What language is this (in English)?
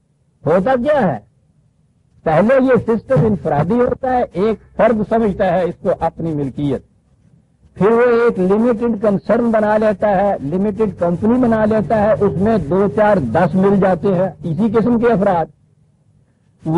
Urdu